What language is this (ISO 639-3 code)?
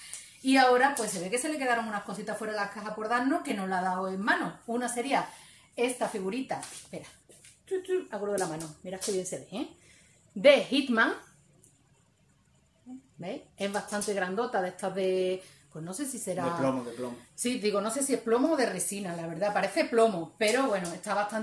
spa